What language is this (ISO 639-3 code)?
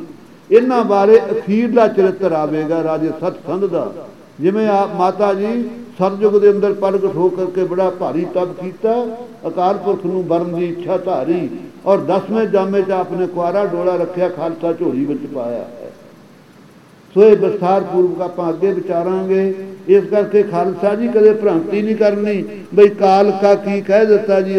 pan